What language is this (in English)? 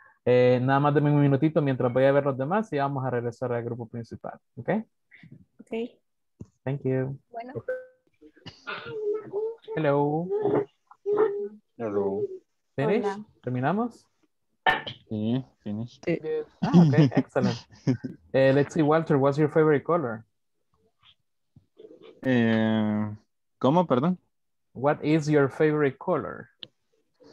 Spanish